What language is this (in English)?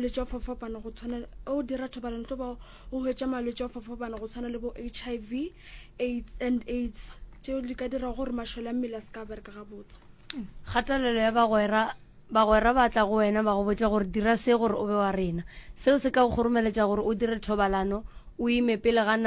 Northern Sotho